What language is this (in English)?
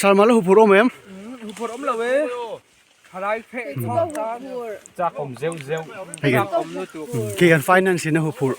Mizo